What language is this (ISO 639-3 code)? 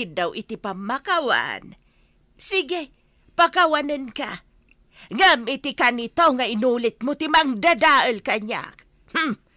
ilo